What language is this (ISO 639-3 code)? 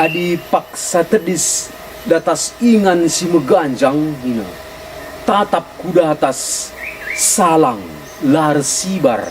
btx